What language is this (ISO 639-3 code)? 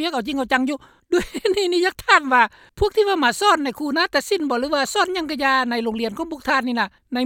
lao